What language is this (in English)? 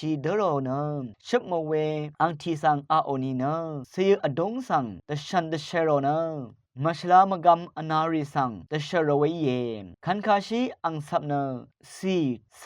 Rawang